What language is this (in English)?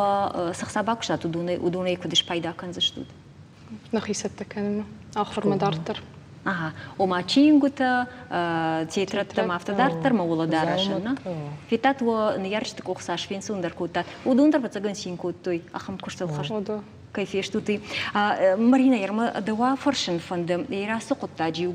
Ossetic